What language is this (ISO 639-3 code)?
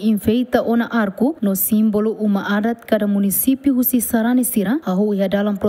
tet